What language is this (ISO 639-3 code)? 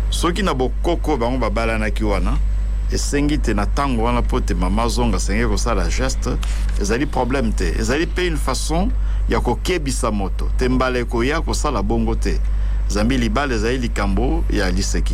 lin